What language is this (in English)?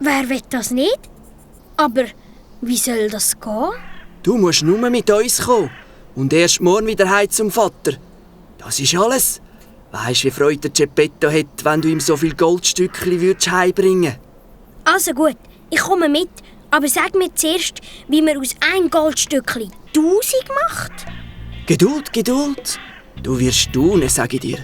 Swiss German